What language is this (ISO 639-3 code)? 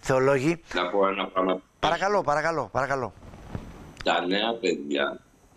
ell